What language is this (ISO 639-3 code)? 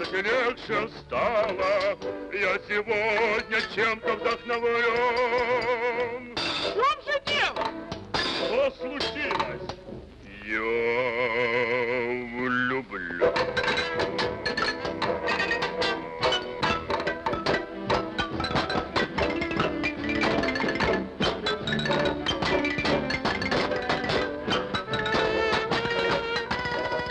rus